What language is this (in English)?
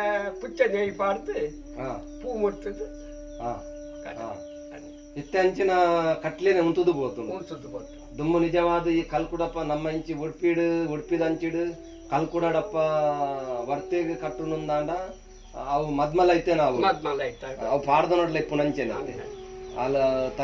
Tulu